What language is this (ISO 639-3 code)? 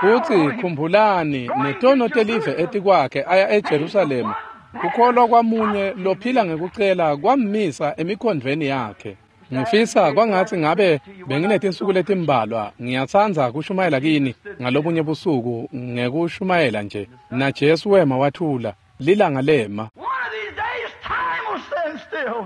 ssw